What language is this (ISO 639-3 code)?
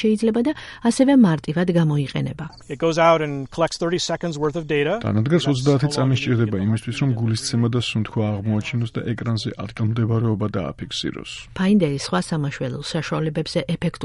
kat